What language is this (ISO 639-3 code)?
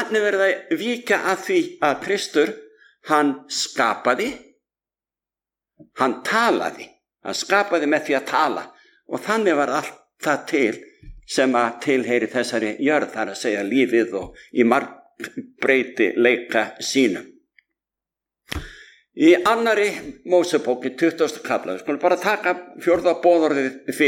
isl